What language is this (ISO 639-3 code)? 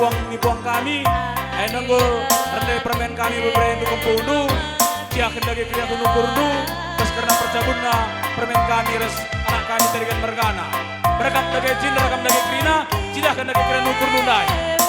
btx